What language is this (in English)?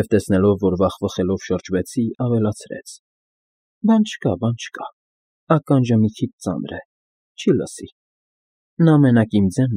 Armenian